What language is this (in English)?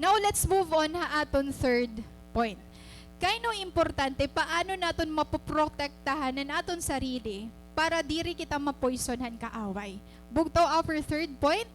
Waray